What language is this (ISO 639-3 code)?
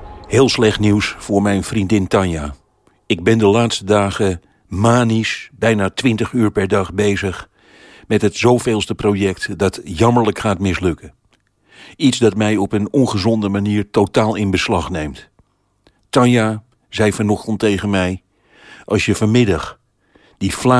nld